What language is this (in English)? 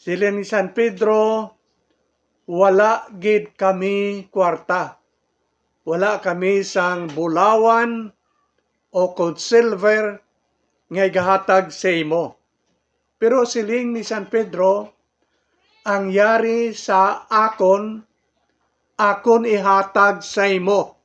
Hiligaynon